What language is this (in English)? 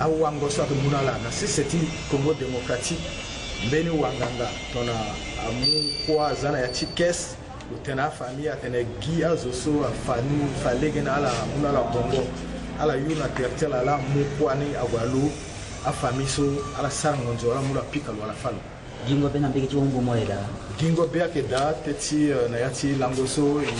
Sango